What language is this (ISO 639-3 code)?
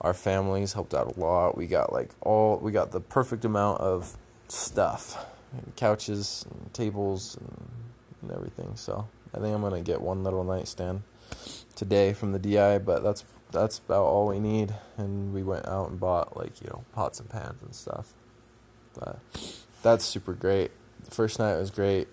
eng